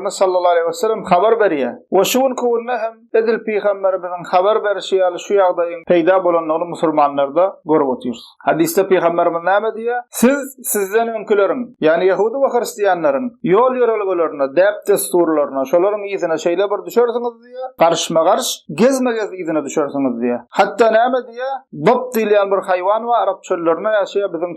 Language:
Turkmen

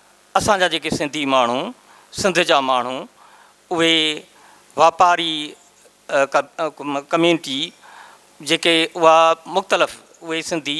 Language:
Sindhi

